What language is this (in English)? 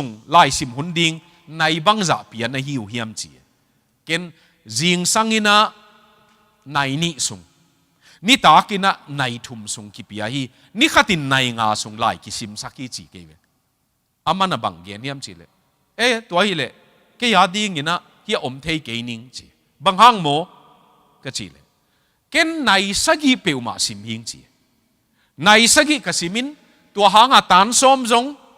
Tedim Chin